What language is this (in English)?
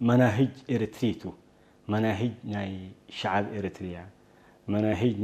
Tigrinya